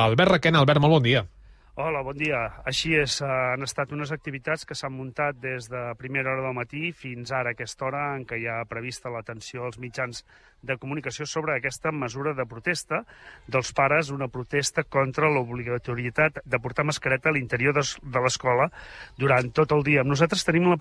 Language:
Catalan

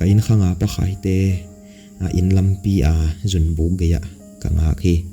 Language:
Tedim Chin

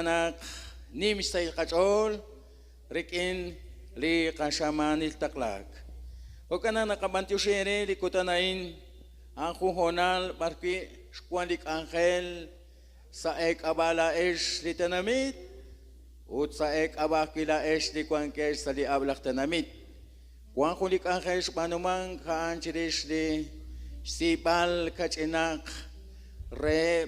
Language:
Kekchí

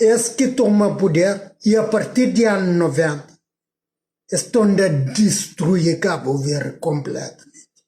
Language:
Kabuverdianu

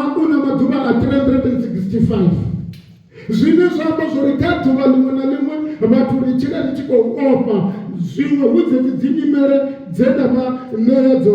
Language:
Venda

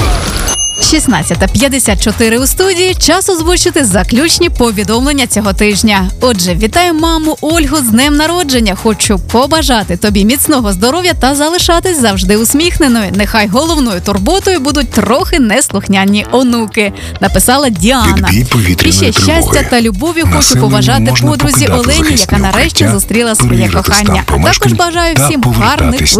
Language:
Ukrainian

